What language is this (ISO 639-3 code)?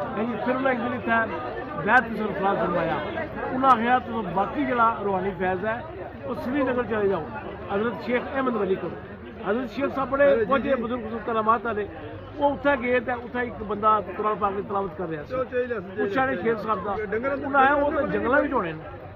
phr